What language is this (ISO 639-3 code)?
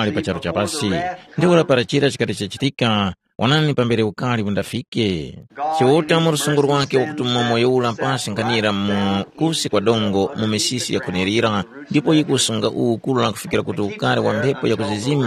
tum